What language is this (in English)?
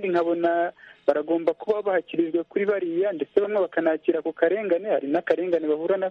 Kinyarwanda